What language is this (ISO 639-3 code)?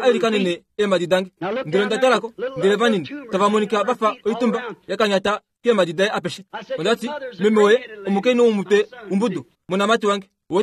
kua